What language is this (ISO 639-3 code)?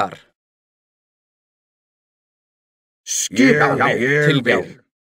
isl